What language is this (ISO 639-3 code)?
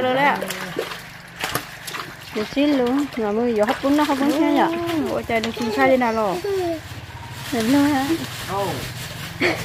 vie